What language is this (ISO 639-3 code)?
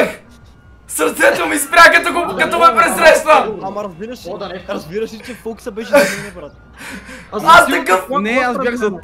bul